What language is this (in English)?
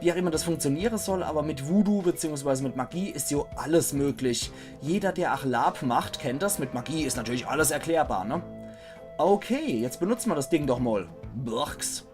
Palatine German